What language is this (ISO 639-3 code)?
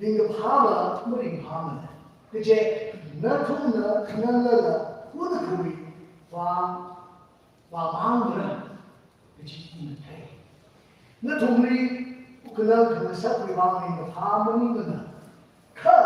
nmf